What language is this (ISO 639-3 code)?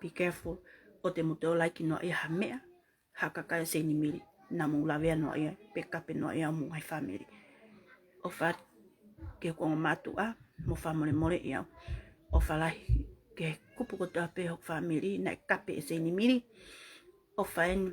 ton